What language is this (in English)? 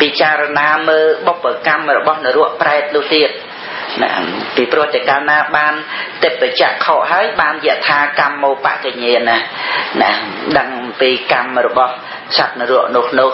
Khmer